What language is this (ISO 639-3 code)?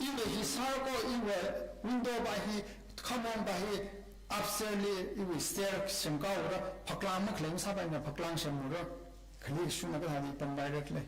nmf